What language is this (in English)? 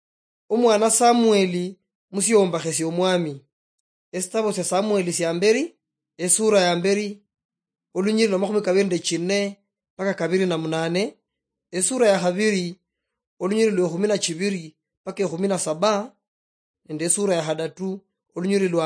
Luyia